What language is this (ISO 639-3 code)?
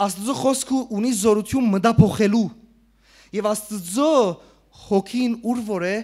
hyw